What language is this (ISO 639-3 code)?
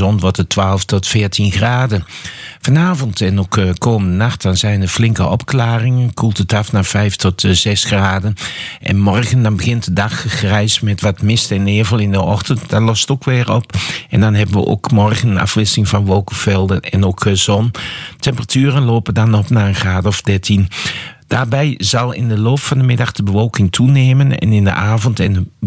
nld